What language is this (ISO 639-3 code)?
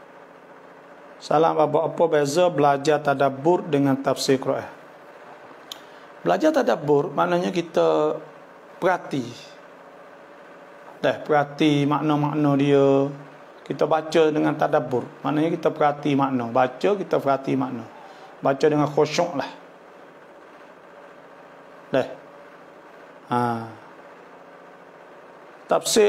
msa